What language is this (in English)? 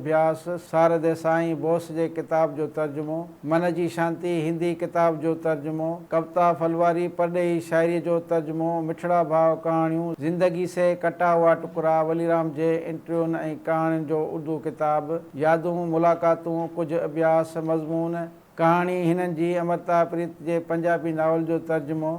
Sindhi